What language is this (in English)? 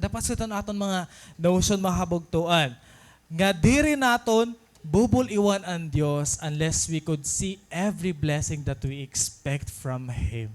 Waray